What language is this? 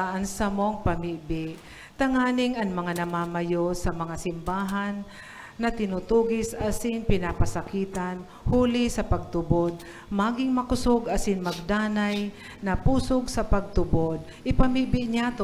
Bikol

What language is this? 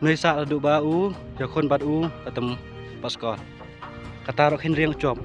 Khasi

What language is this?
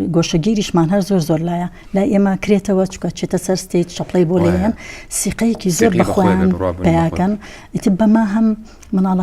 Central Kurdish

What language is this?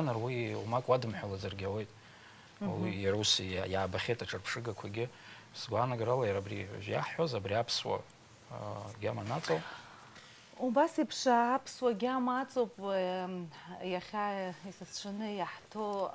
Abkhazian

